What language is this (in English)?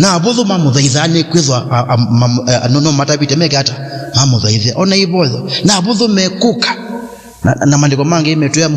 Kamba